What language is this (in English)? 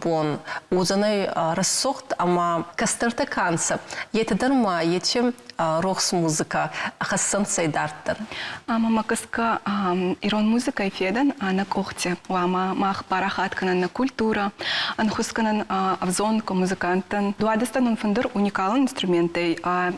Ossetic